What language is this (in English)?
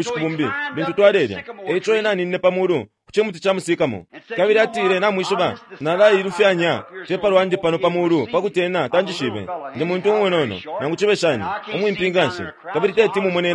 Bemba